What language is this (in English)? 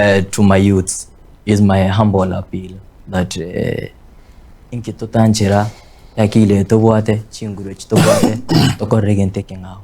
Gusii